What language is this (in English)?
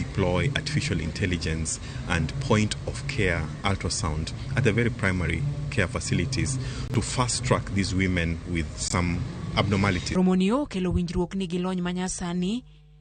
Luo (Kenya and Tanzania)